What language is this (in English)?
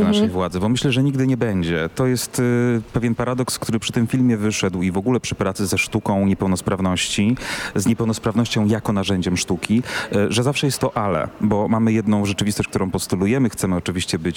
Polish